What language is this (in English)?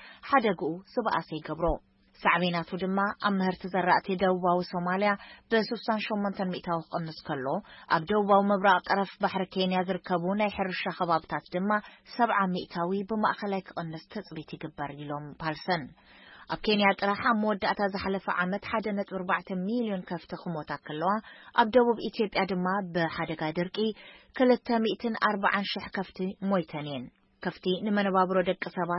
Tigrinya